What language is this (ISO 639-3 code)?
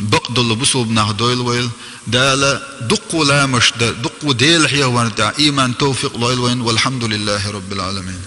che